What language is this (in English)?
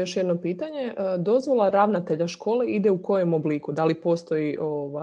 Croatian